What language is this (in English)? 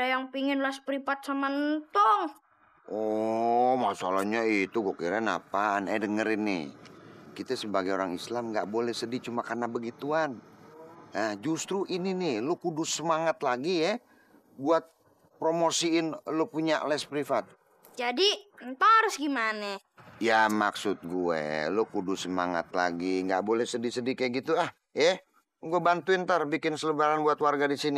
Betawi